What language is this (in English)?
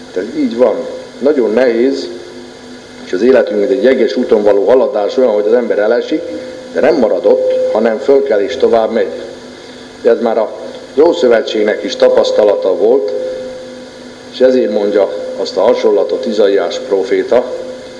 Hungarian